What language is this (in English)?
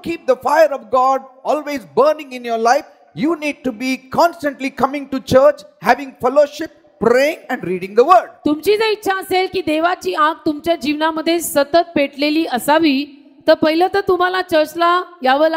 Marathi